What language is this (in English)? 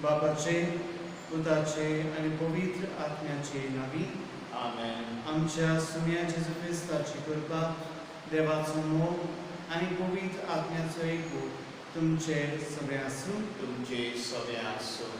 Konkani